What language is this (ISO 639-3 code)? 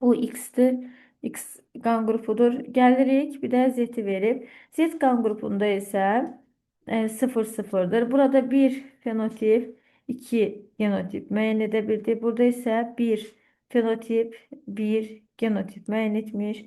aze